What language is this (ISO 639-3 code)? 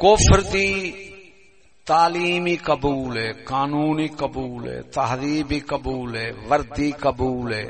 skr